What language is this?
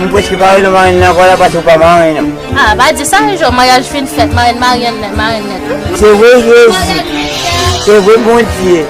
Haitian Creole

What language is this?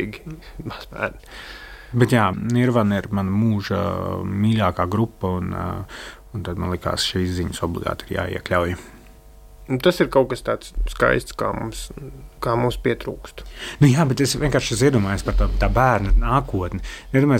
Latvian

